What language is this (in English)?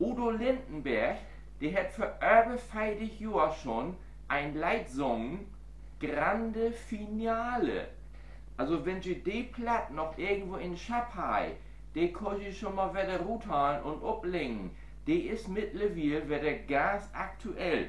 Low German